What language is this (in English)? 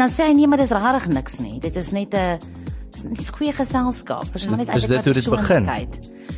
Afrikaans